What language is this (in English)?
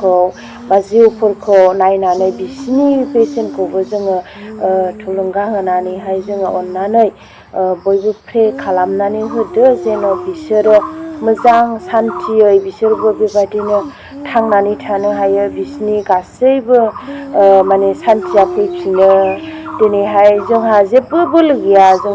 Bodo